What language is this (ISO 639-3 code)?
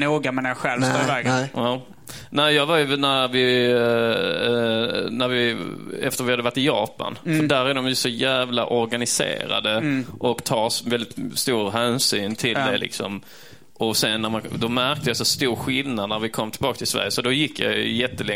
swe